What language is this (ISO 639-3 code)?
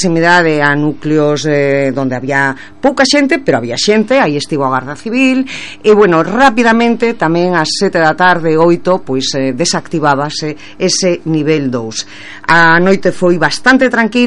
glg